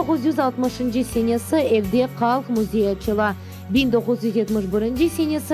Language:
Crimean Tatar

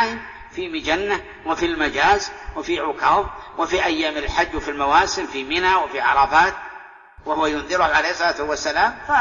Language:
Arabic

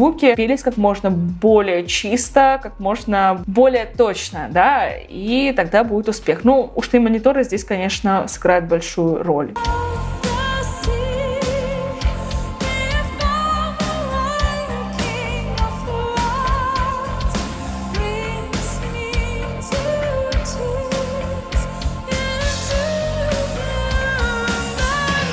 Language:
Russian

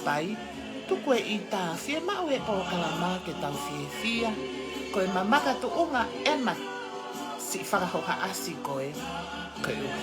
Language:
Tongan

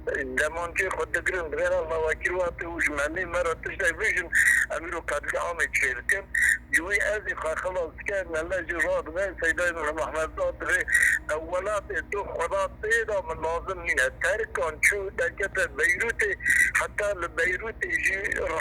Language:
Kurdish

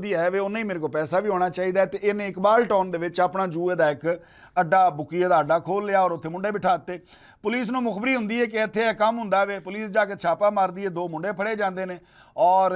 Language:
Western Panjabi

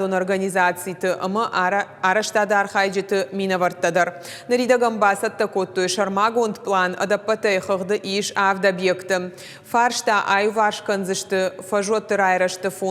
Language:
Ossetic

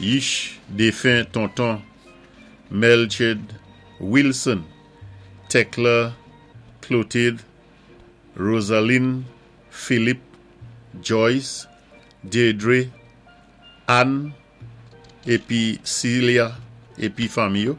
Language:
Saint Lucian Creole French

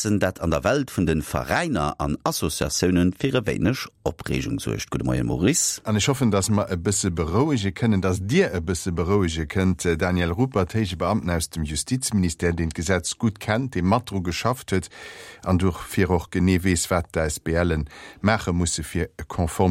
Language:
Luxembourgish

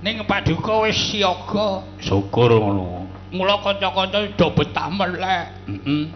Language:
Javanese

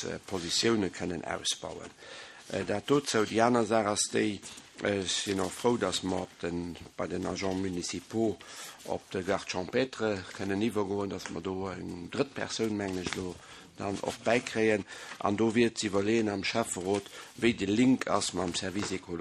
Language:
Luxembourgish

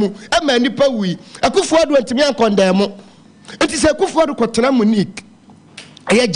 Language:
Akan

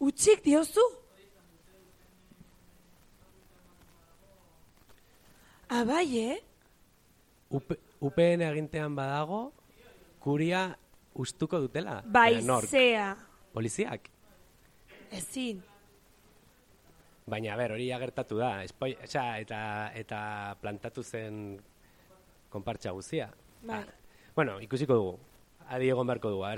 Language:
Basque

